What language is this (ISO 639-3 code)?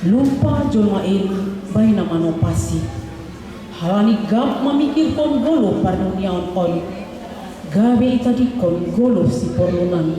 bts